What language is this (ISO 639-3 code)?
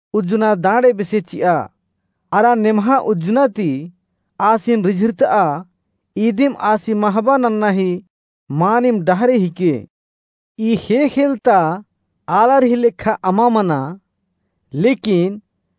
kru